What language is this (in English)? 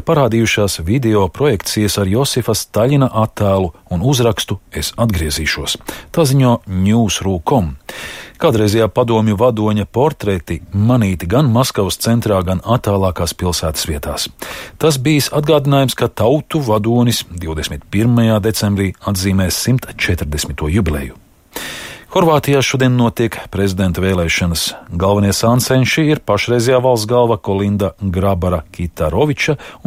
Latvian